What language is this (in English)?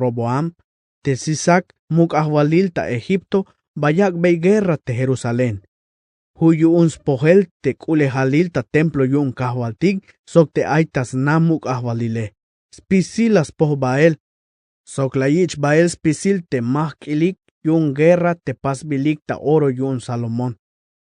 Tzeltal